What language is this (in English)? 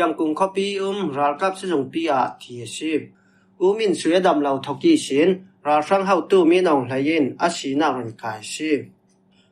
Falam Chin